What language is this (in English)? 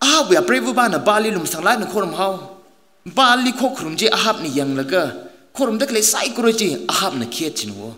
Tangkhul Naga (India)